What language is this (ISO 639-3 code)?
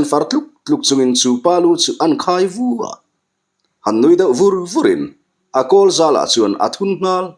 lus